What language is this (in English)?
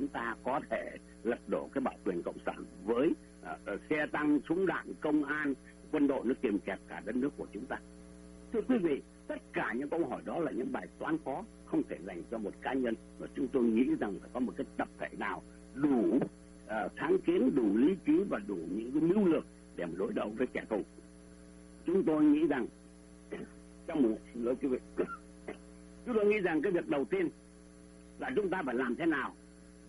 Vietnamese